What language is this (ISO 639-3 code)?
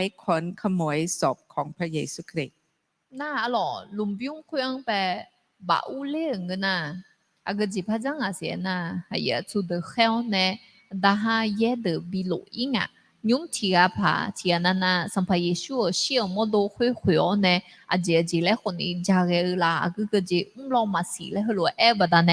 ahk